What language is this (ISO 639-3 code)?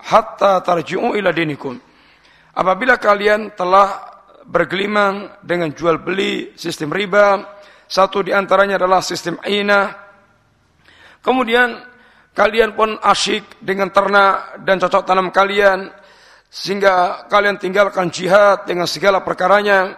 ind